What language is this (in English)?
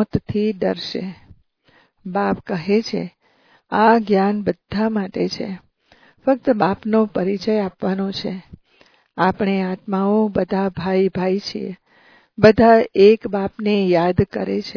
Gujarati